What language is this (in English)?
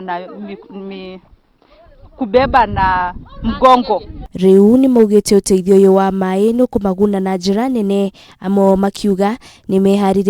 Kikuyu